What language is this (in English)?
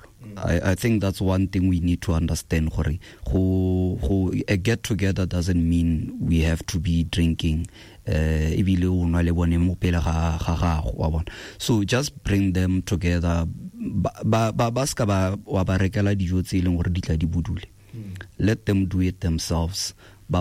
Tswana